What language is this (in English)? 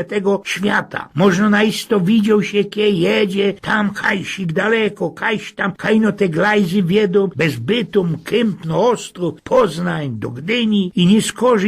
Silesian